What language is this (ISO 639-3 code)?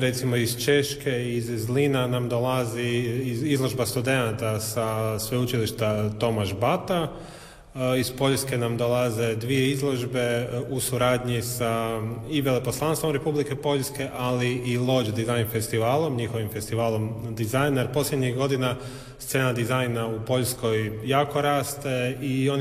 hrv